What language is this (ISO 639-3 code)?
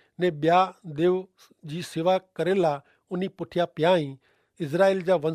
kfr